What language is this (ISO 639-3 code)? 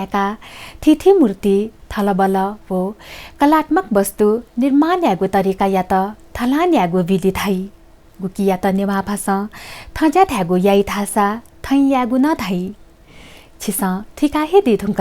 new